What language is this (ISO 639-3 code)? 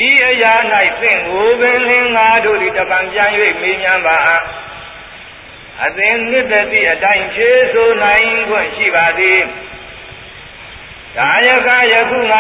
mya